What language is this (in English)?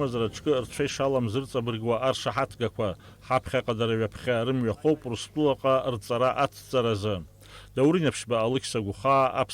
Abkhazian